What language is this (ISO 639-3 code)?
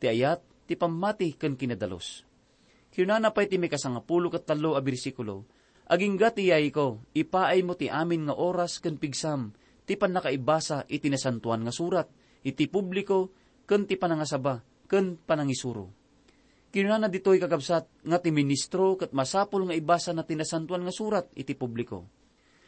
ilo